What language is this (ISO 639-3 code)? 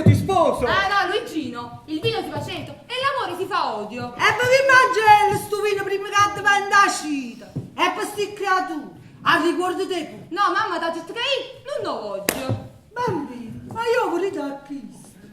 nap